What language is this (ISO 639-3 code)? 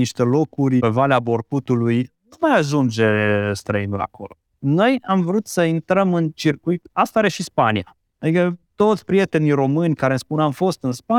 ron